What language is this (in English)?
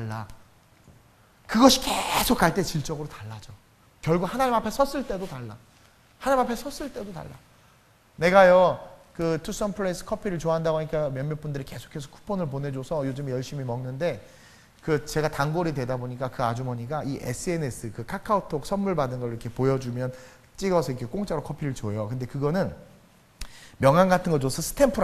Korean